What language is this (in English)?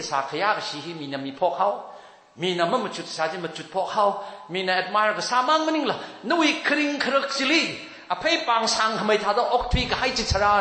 Tangkhul Naga (India)